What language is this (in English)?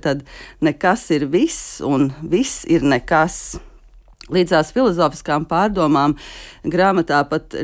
Latvian